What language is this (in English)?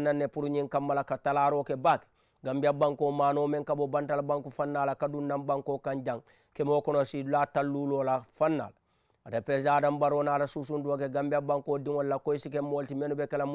Mandingo